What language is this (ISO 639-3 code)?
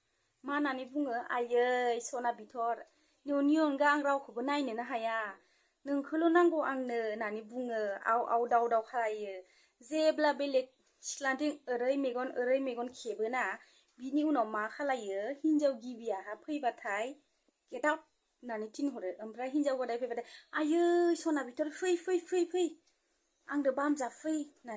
brx